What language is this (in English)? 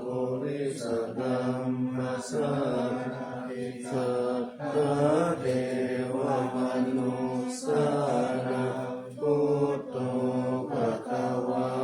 Pali